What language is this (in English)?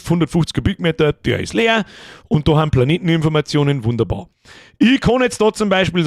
Bavarian